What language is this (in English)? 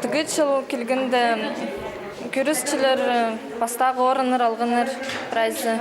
Khakas